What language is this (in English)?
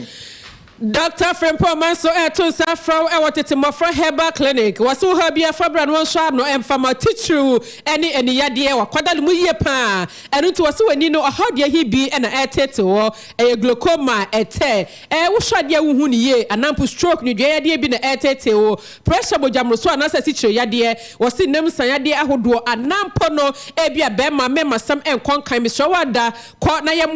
Akan